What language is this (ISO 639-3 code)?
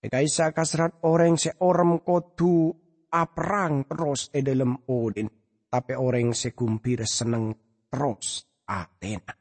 mad